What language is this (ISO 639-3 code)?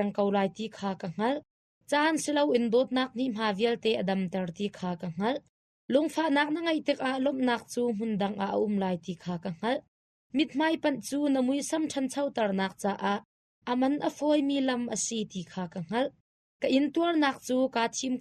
cnh